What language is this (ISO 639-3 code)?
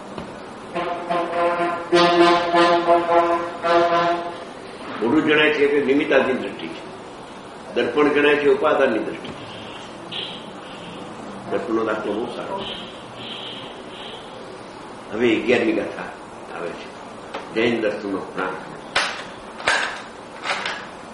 guj